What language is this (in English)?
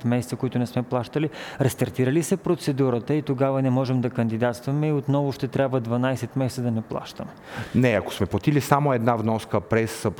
Bulgarian